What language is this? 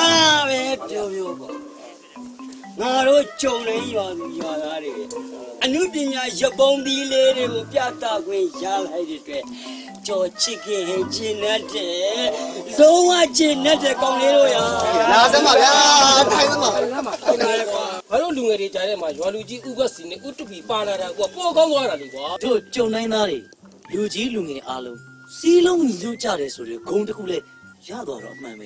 Burmese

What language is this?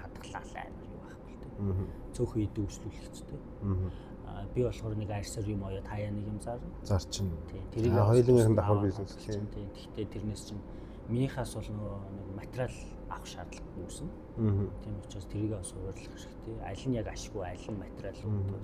Mongolian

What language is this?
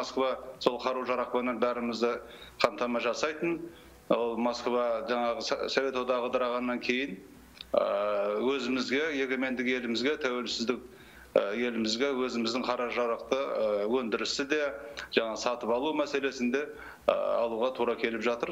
Kazakh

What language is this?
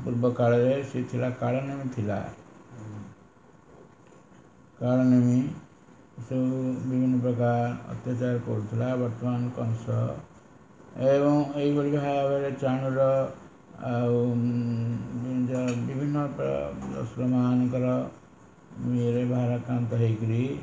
Odia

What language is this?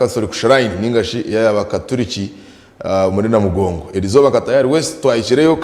Nyankole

